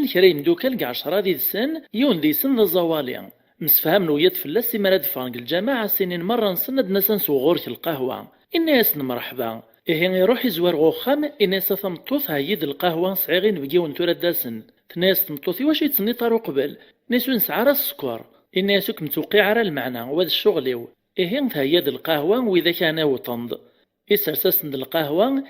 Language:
Kabyle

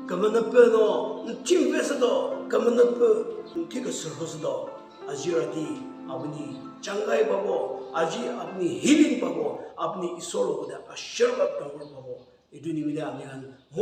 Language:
Chokri Naga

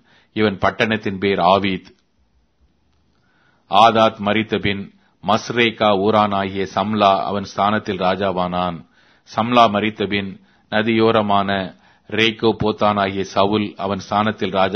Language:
Tamil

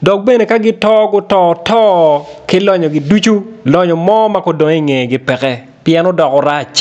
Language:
Acoli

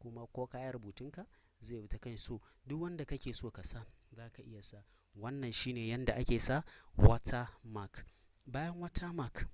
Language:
Hausa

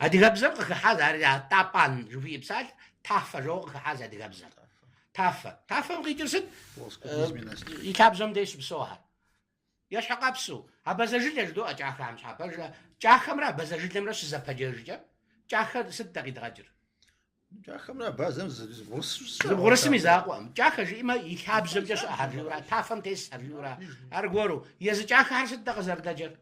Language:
Kabardian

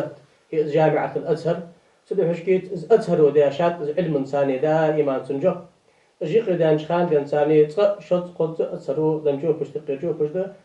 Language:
Ingush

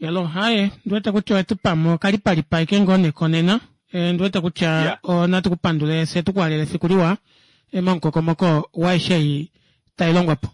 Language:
Kuanyama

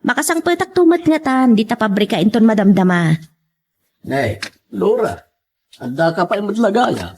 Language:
Iloko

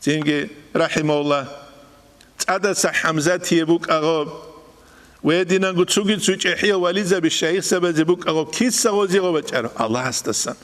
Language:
Avaric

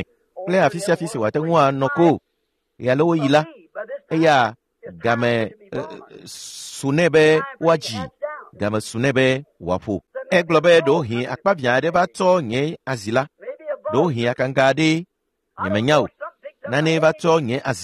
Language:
Ewe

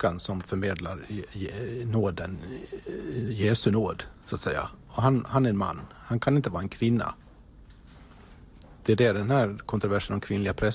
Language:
Swedish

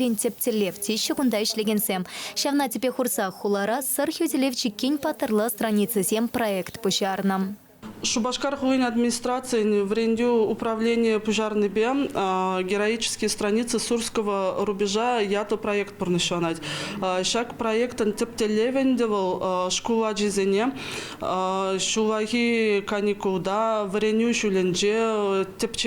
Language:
Chuvash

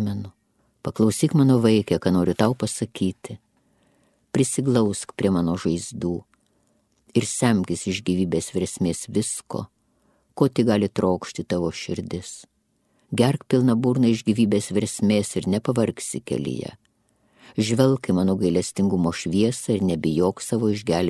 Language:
Lithuanian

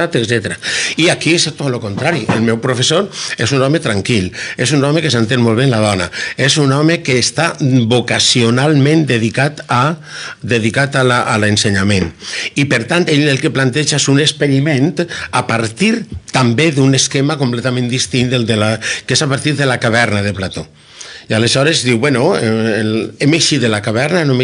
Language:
Catalan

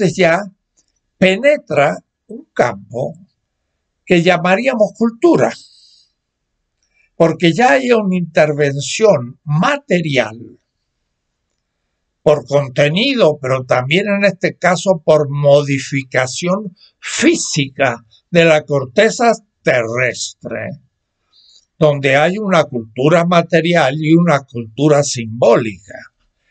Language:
Spanish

